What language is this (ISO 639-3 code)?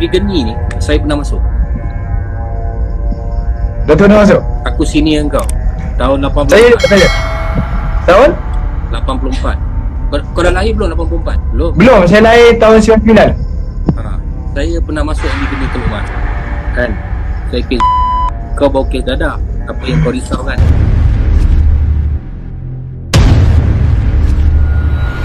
msa